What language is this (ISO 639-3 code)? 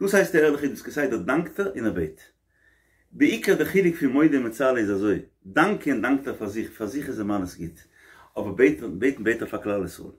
yid